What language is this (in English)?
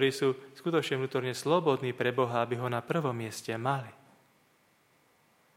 Slovak